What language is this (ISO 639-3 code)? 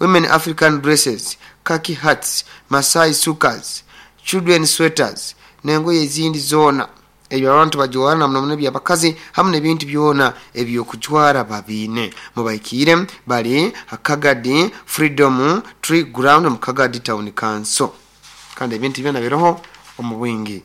nyo